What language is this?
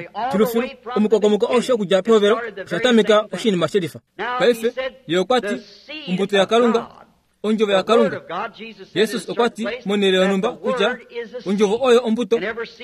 Kuanyama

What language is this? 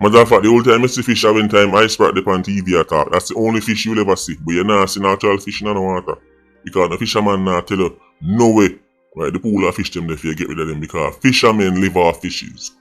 Jamaican Creole English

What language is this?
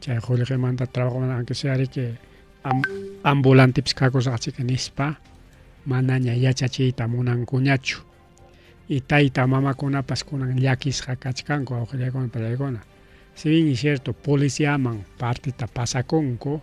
Ayacucho Quechua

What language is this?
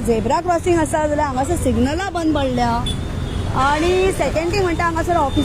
Konkani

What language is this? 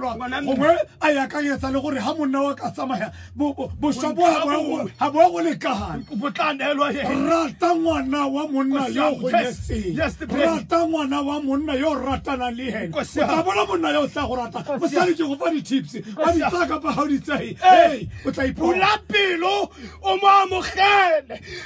Tswana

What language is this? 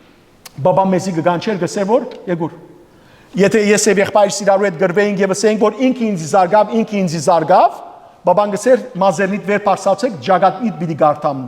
Western Armenian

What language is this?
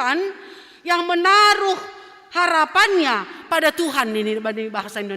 Batak Simalungun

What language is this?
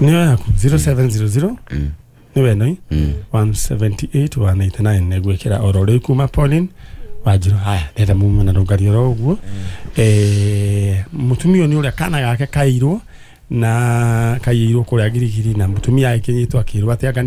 Kikuyu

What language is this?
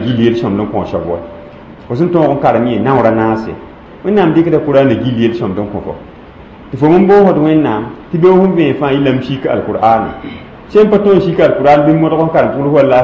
Mossi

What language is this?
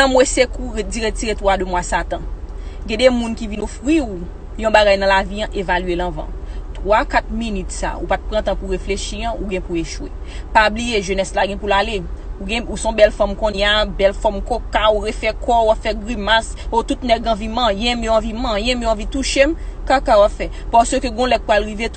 Haitian Creole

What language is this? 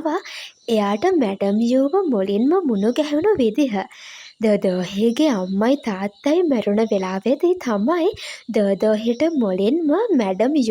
Sinhala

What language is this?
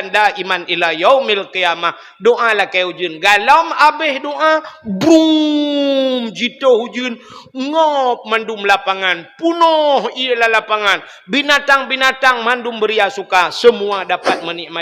Achinese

